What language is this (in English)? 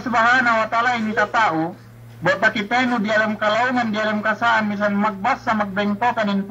Yakan